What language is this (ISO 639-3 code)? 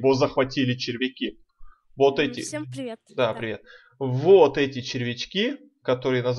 rus